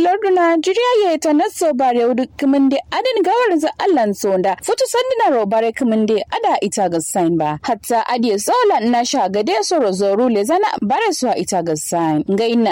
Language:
Kanuri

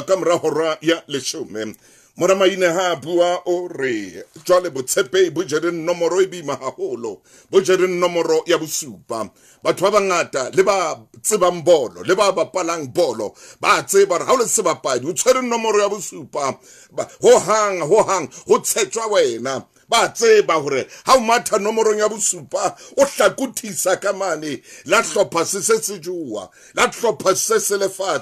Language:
Southern Sotho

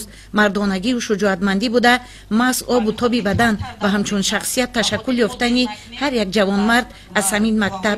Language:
Tajik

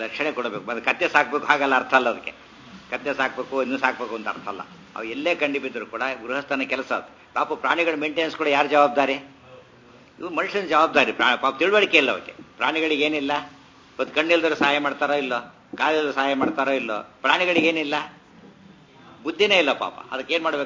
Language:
Kannada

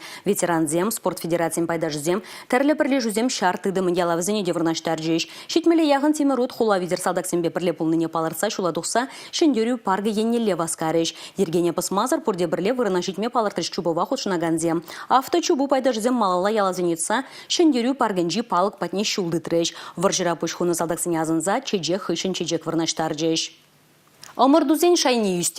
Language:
Chuvash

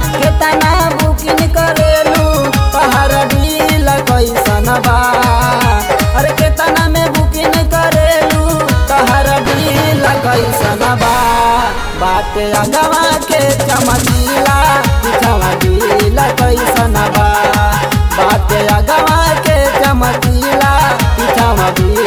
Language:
Bhojpuri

